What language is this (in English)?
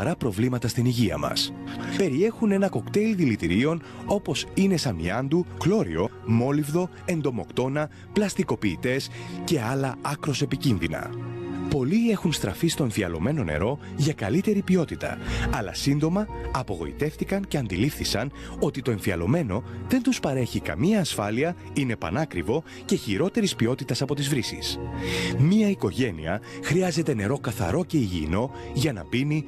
Greek